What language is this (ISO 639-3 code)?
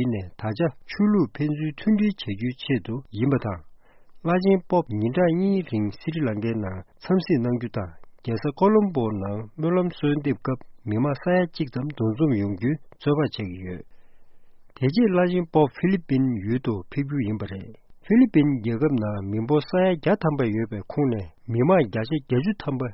bod